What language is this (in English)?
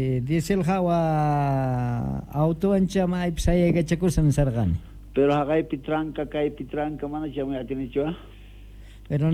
Quechua